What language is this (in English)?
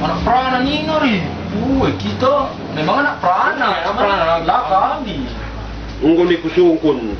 Batak Karo